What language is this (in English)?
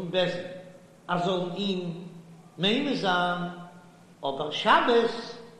Yiddish